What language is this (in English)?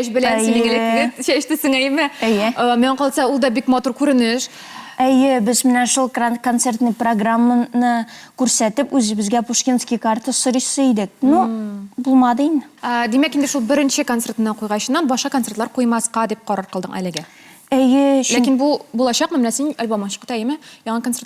Tatar